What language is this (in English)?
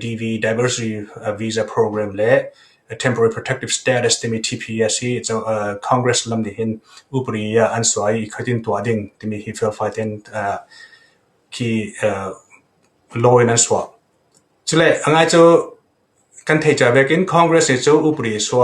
Falam Chin